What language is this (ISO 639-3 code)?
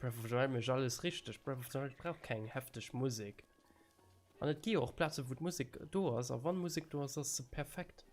ltz